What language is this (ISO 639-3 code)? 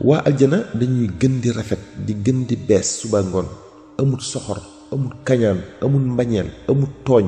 wol